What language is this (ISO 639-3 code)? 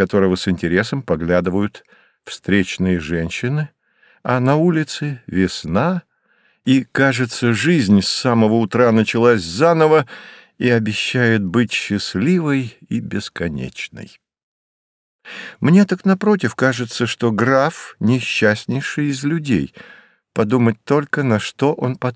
rus